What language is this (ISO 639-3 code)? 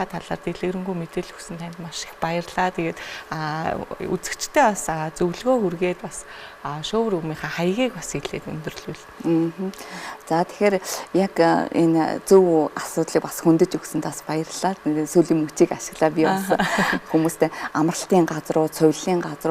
mon